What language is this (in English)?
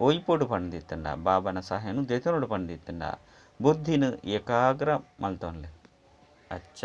Tulu